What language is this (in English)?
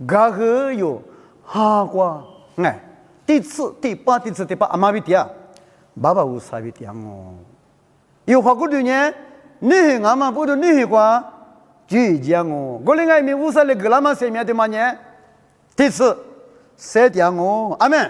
Lisu